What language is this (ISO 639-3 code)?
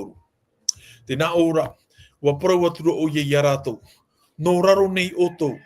tah